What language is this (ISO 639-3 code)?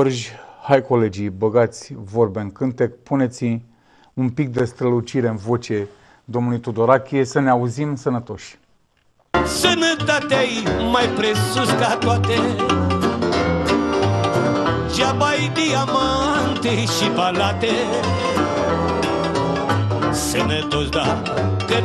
ron